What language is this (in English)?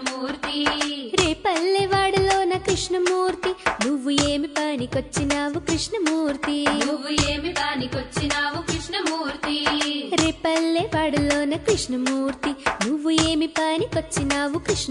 Telugu